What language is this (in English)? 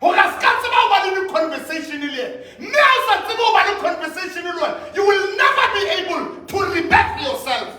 Southern Sotho